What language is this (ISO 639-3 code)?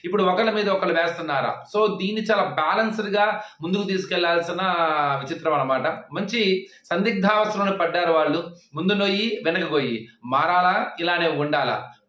tel